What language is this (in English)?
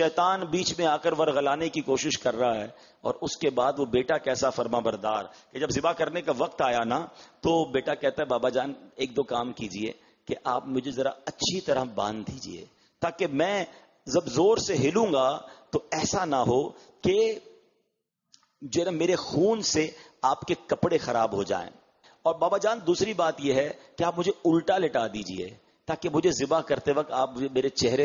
Urdu